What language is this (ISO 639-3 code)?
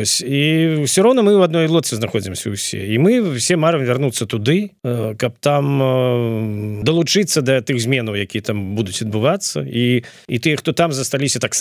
bel